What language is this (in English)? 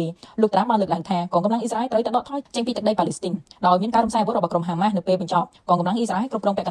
Khmer